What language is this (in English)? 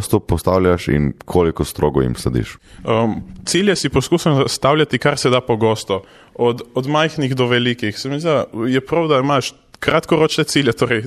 Slovenian